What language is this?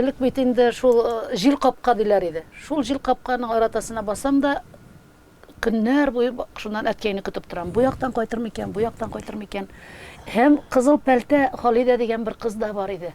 Tatar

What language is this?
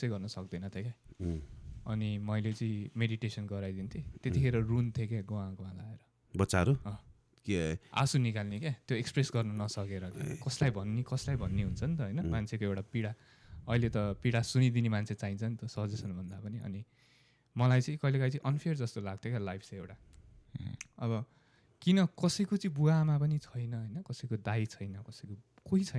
Nepali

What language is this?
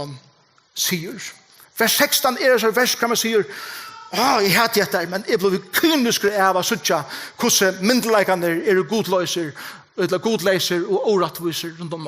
Faroese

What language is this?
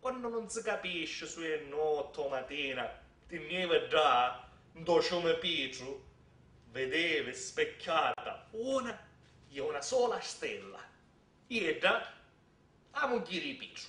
Sicilian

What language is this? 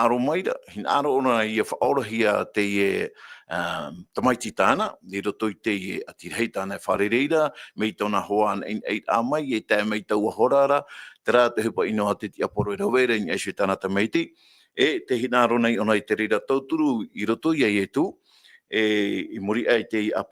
Tahitian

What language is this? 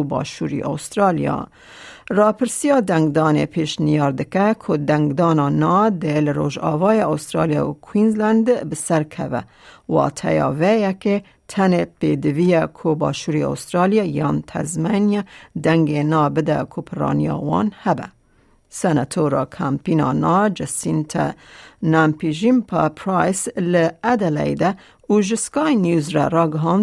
Kurdish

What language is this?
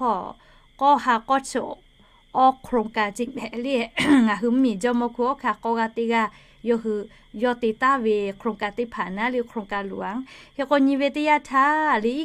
Lahu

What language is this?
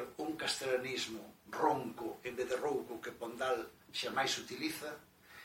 Galician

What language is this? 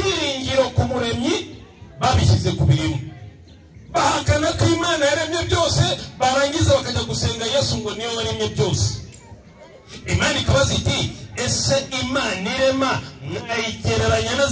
Kinyarwanda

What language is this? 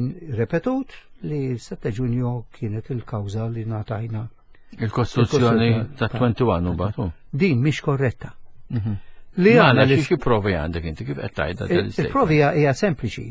Maltese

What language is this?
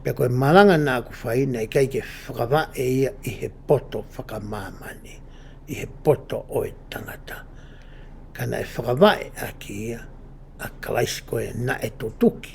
Tongan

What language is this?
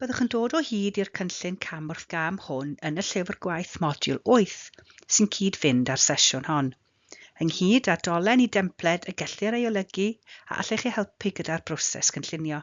Welsh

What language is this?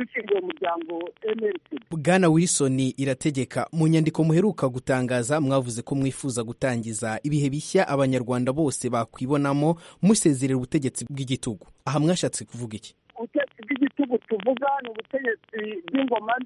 Kinyarwanda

